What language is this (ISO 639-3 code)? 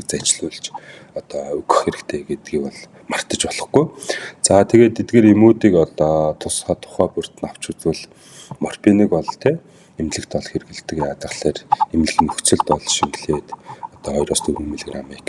mon